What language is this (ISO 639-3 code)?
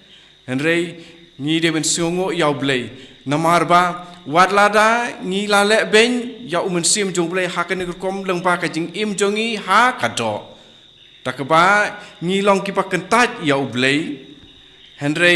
kha